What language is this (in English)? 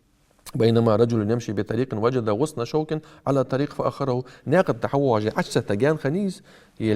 Ingush